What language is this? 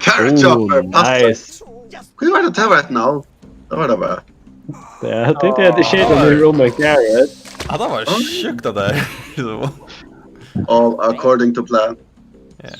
Faroese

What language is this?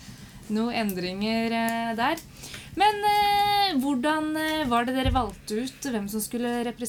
Norwegian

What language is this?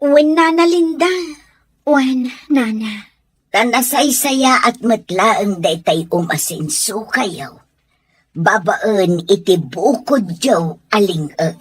Iloko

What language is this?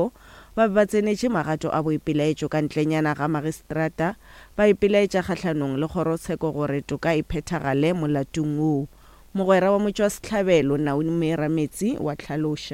Northern Sotho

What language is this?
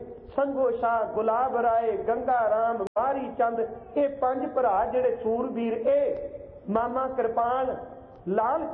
Punjabi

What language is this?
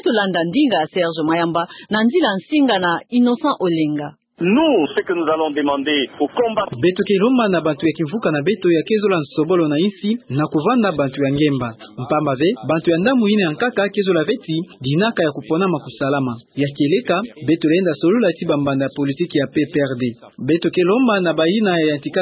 Kituba (Democratic Republic of Congo)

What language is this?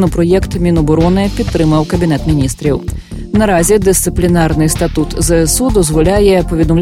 Ukrainian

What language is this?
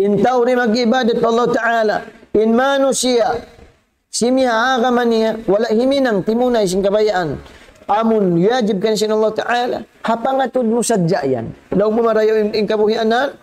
Tausug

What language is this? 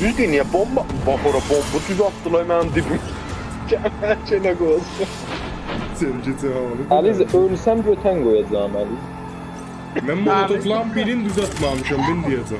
South Azerbaijani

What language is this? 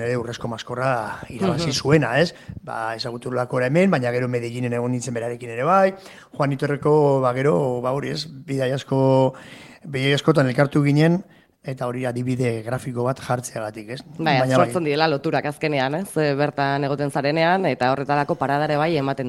Basque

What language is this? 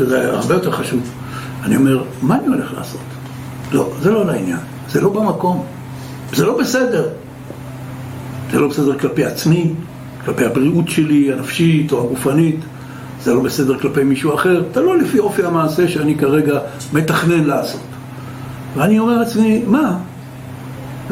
Hebrew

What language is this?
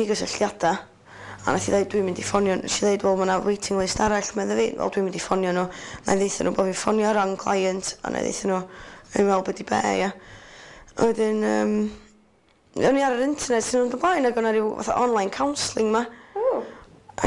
Welsh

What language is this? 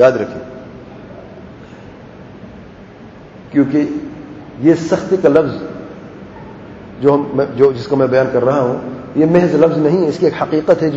Urdu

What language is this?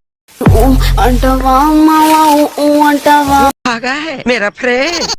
Chhattisgarhi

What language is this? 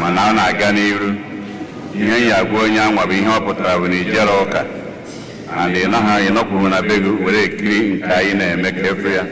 Igbo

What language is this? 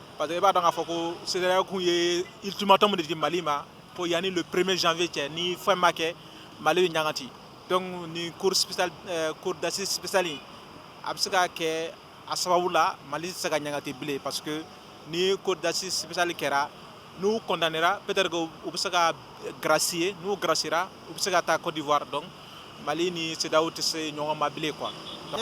Bambara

